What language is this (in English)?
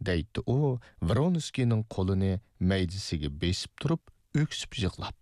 Uyghur